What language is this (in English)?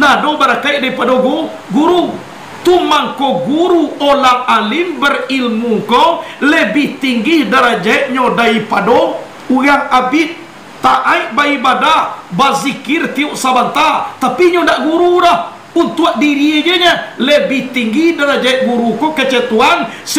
Minangkabau